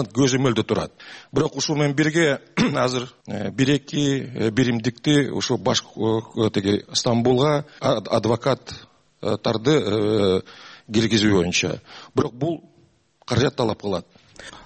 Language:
Kyrgyz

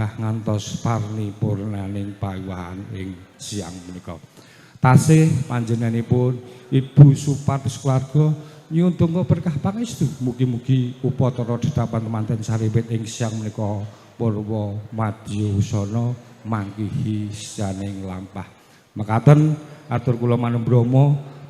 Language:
Javanese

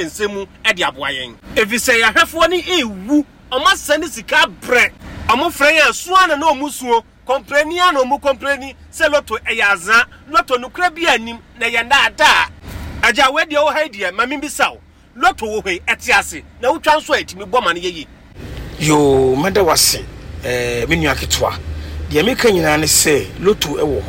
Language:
Akan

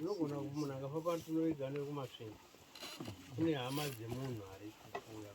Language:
Shona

